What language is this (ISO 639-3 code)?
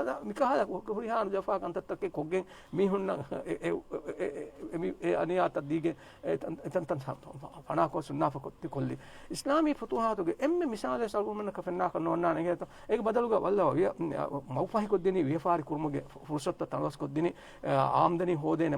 div